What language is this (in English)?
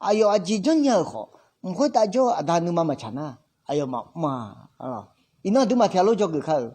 Akha